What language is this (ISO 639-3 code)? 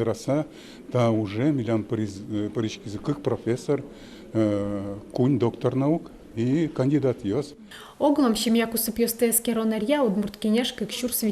udm